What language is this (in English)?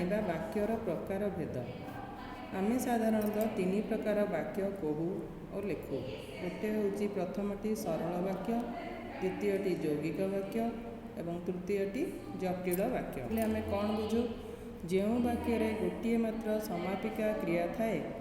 Odia